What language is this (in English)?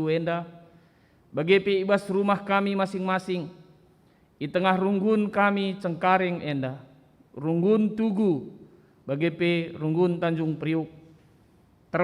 Batak Karo